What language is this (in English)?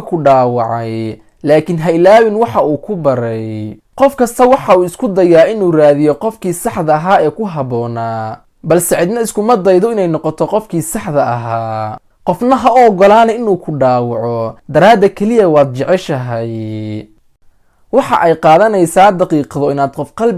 Somali